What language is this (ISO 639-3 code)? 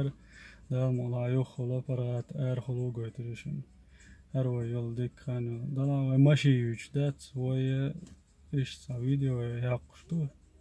che